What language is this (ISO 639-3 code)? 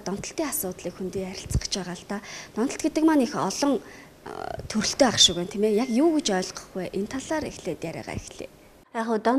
mon